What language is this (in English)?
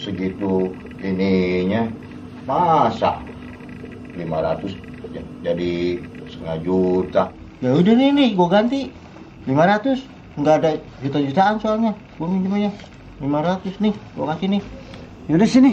Betawi